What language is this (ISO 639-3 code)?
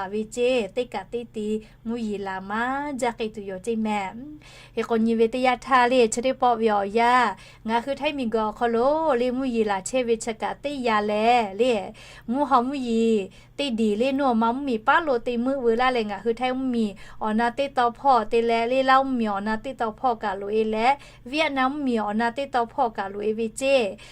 lhu